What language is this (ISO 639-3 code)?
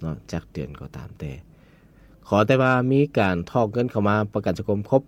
lao